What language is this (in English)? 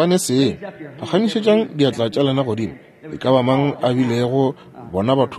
Northern Sotho